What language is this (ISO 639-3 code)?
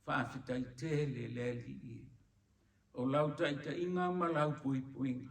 smo